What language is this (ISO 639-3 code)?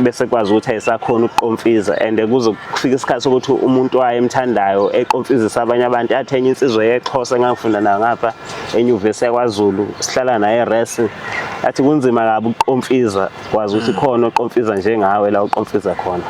zul